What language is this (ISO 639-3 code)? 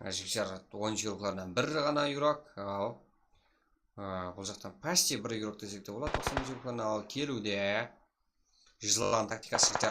kaa